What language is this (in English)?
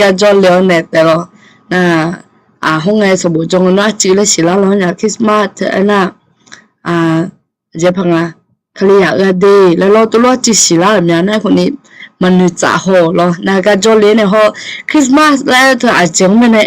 Akha